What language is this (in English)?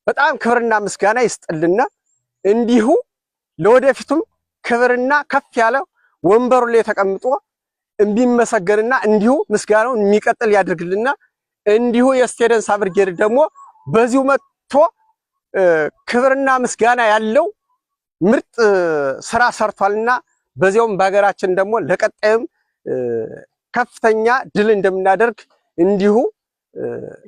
Amharic